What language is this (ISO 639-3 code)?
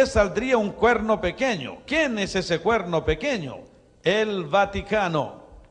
spa